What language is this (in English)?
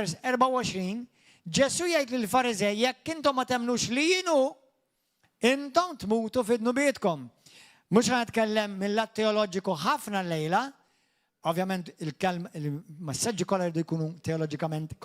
Maltese